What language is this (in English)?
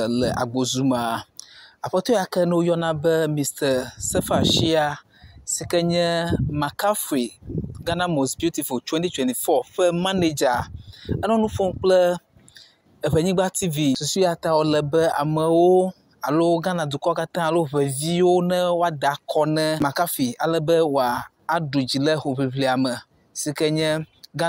Ewe